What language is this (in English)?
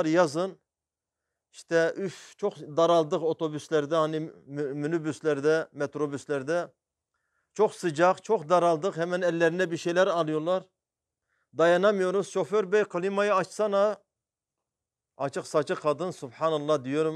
Turkish